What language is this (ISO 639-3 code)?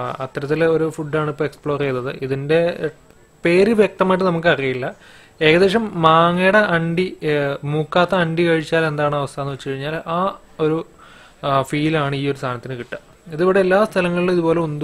mal